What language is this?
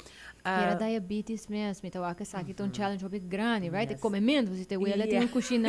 Papiamento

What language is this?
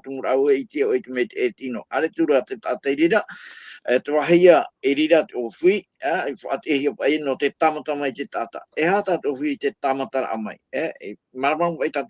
Tahitian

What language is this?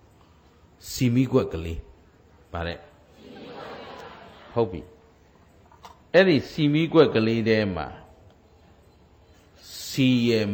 Burmese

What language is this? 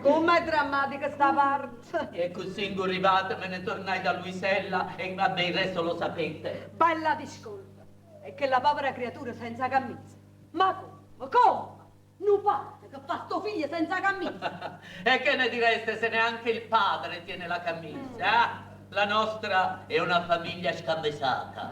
Neapolitan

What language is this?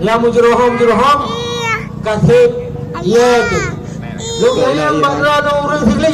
Achinese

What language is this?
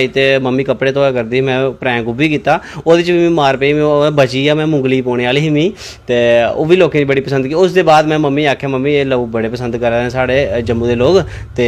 Dogri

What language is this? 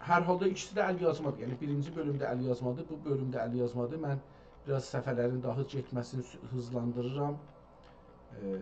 South Azerbaijani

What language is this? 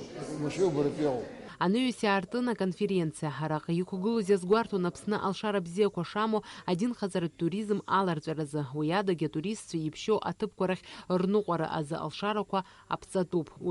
Abkhazian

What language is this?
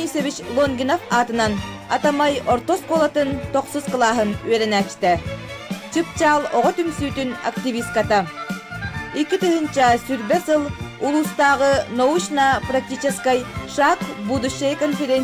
Yakut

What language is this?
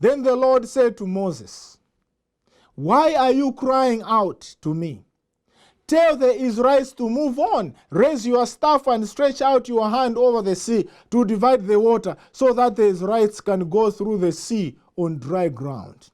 English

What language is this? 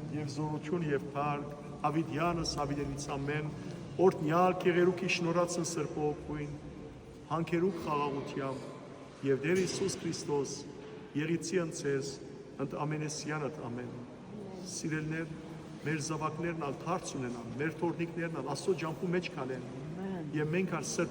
Western Armenian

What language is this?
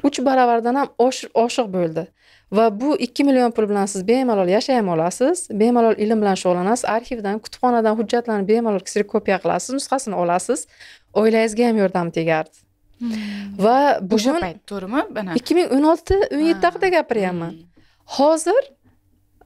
Uzbek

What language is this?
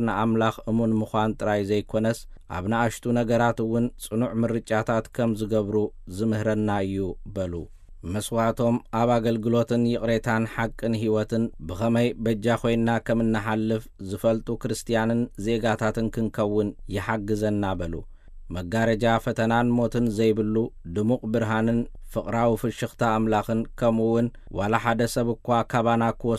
Tigrinya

